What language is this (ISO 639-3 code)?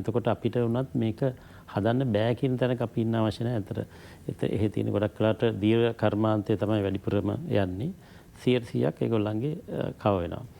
sin